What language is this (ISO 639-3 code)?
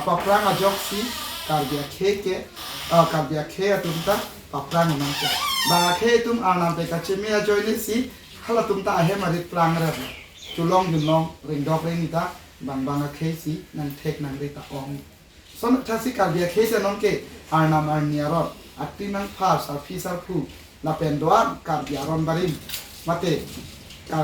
mjw